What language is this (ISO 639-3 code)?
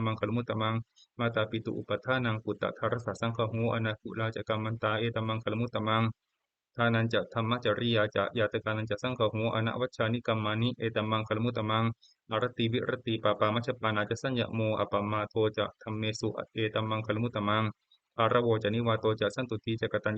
pli